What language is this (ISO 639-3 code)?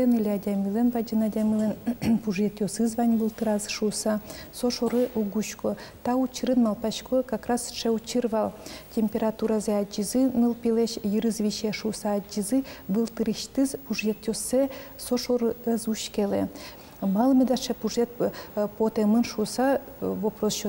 udm